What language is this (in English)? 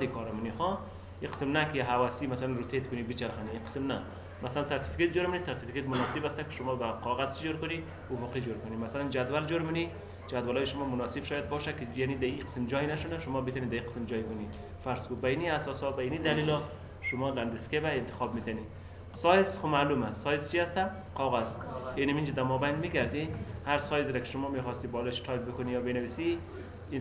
Persian